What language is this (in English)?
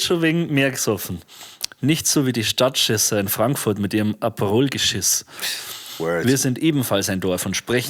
Bavarian